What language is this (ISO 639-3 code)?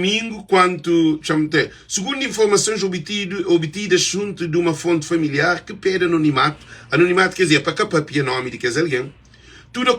kea